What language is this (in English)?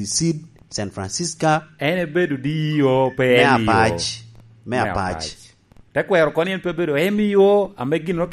Lango (Uganda)